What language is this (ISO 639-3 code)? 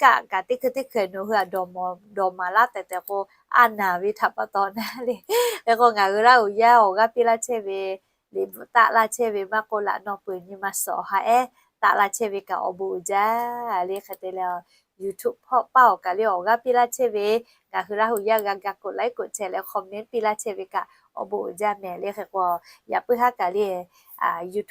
lhu